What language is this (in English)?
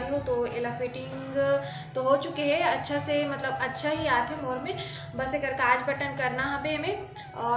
Chhattisgarhi